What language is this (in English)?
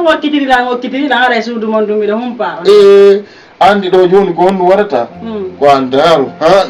Fula